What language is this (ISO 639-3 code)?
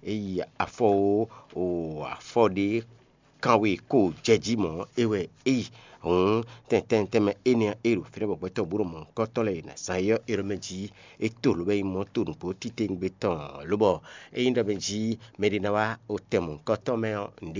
fon